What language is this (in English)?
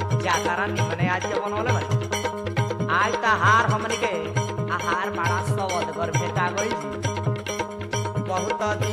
Bhojpuri